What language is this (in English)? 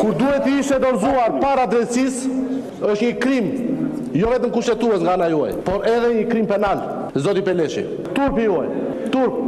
Albanian